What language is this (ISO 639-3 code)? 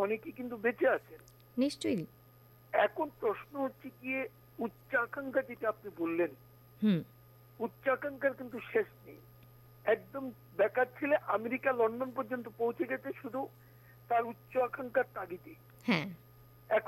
ben